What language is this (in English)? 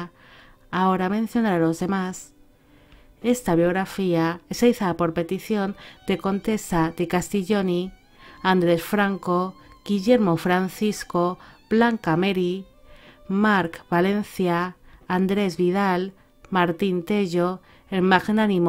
Spanish